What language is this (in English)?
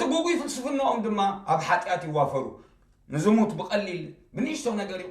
Tigrinya